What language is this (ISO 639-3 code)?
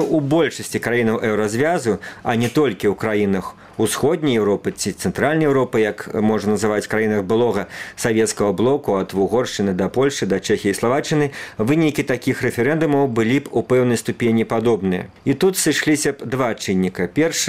bel